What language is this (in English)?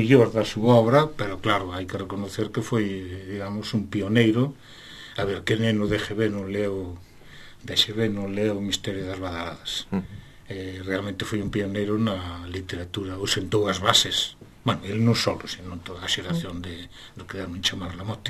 Galician